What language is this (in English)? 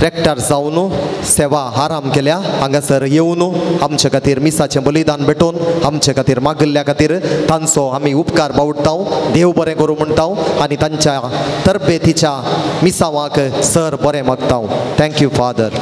Konkani